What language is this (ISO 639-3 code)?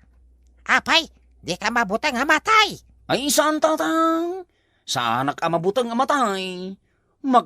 ilo